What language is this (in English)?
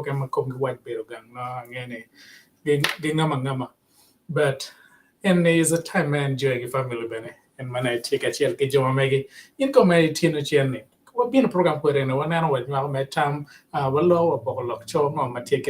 Acoli